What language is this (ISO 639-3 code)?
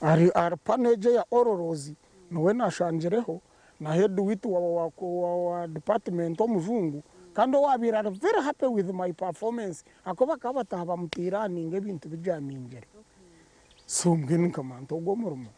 nyn